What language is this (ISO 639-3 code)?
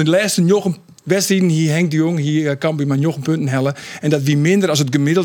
fry